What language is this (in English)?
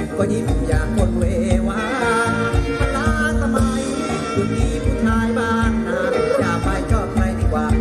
Thai